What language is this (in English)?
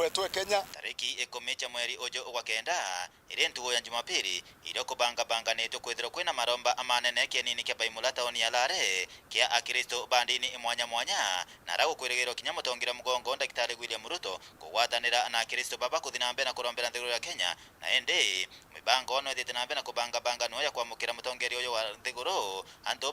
Meru